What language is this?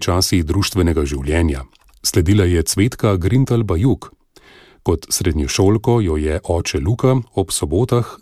Slovenian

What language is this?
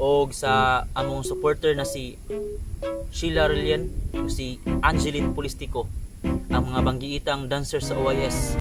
Cebuano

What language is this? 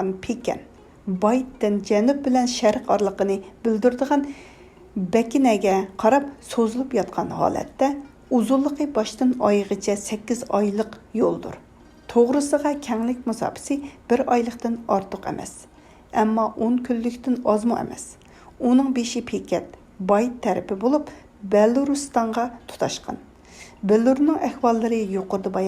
Uyghur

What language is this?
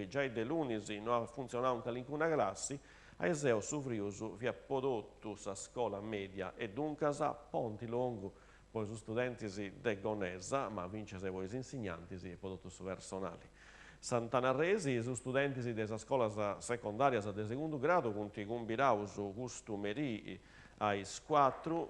Sardinian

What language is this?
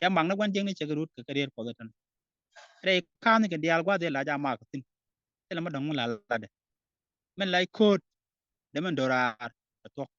Nuer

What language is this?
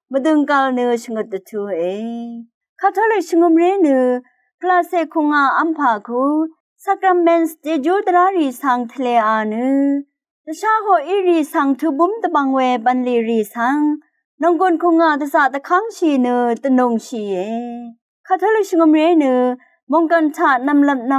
Rawang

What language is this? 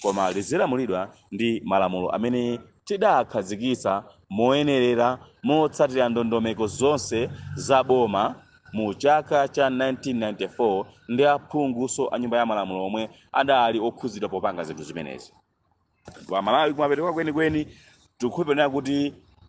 Nyanja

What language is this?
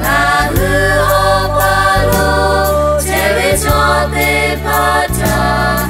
Lahu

